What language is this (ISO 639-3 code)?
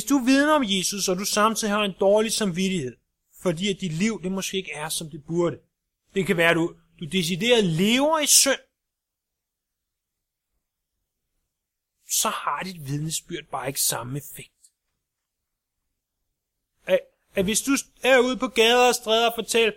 dan